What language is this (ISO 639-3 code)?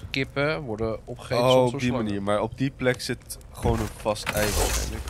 nld